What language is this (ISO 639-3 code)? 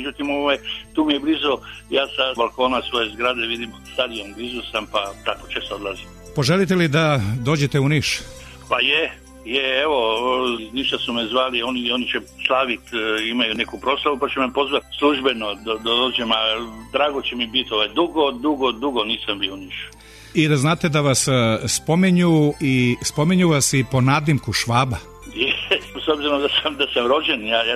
srp